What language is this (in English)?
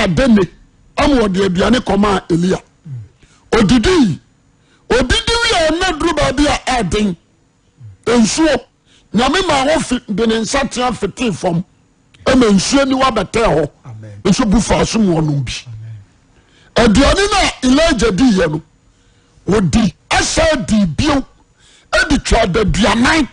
Akan